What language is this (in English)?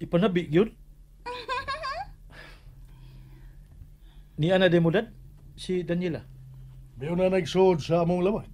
Cebuano